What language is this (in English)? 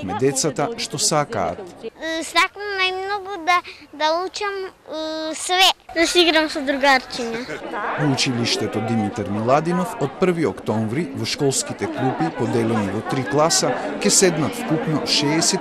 Macedonian